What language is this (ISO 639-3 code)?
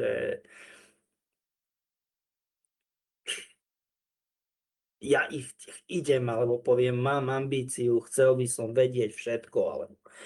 slk